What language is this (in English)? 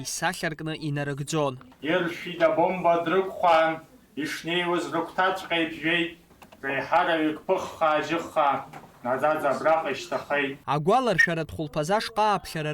Abkhazian